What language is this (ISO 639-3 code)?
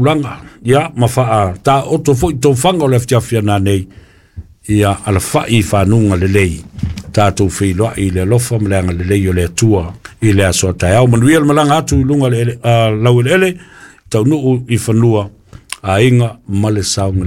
smo